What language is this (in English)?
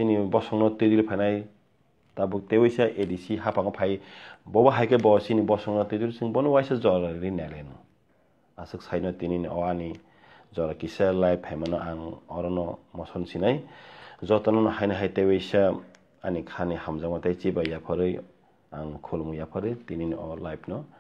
Kok Borok